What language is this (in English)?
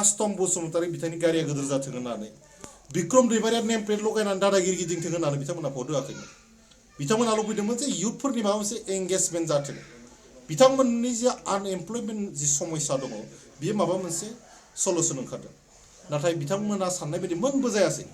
Bodo